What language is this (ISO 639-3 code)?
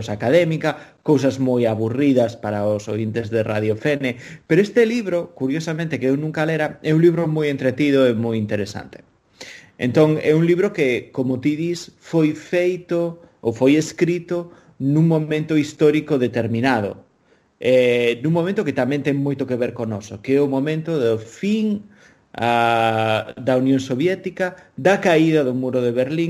glg